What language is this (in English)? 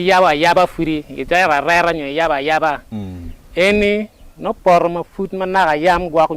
Acoli